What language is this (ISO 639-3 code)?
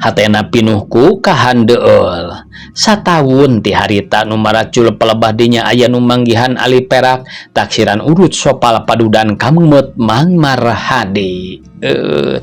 sun